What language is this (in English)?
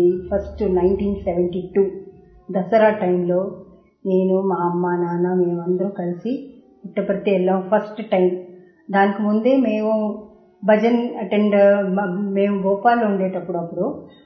Telugu